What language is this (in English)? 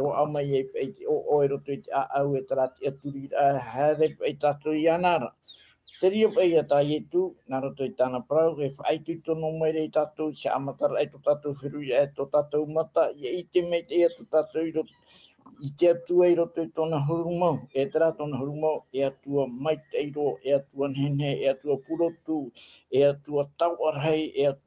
Tahitian